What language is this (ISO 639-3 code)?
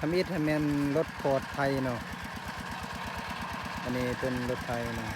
lao